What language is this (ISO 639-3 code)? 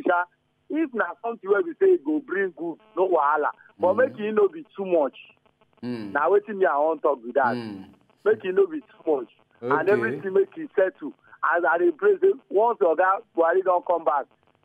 pcm